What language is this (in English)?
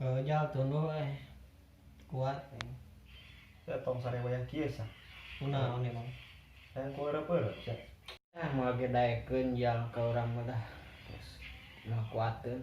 Sundanese